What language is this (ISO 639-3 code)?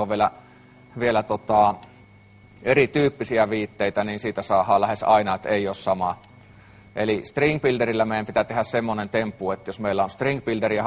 fin